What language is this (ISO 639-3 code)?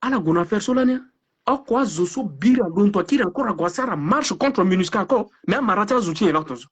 sag